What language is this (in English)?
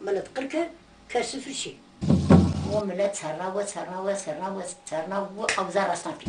Zaza